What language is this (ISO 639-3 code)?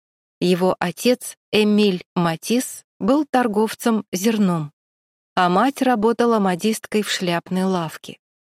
rus